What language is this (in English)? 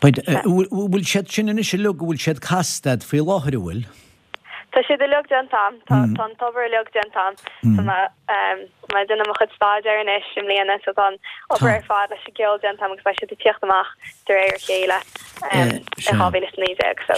Irish